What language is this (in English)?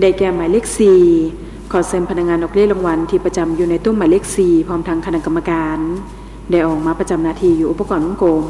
Lao